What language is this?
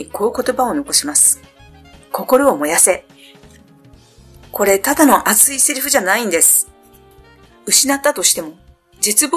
Japanese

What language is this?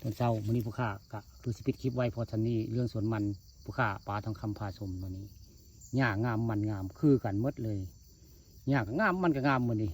Northeastern Thai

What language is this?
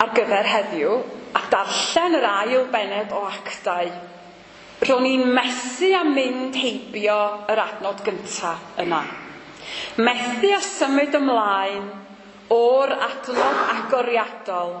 Welsh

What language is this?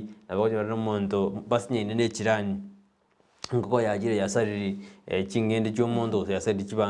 Gusii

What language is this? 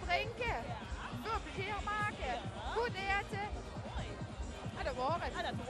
Limburgish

